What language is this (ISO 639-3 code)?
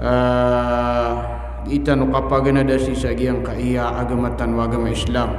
mrw